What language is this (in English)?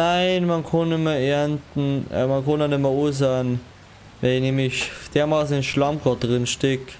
Bavarian